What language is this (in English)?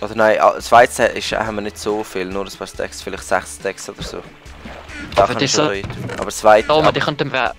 Swiss German